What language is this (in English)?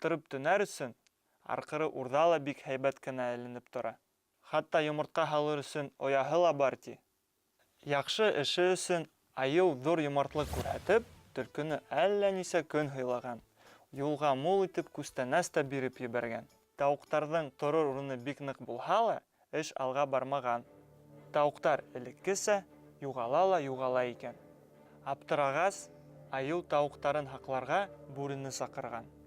Bashkir